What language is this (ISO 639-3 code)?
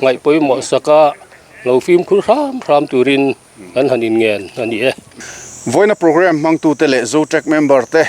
lus